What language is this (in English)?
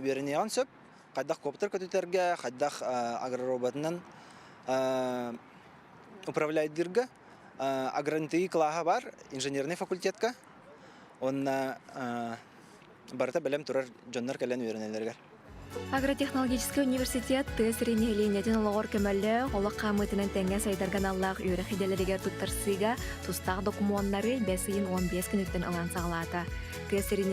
Yakut